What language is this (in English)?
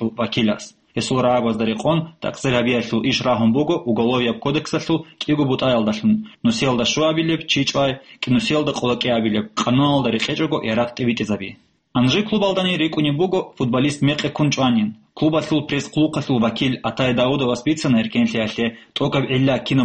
Avaric